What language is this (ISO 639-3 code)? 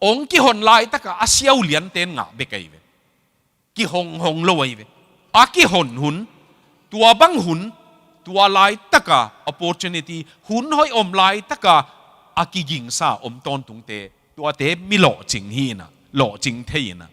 ctd